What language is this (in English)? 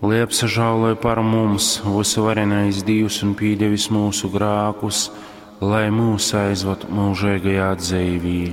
Latgalian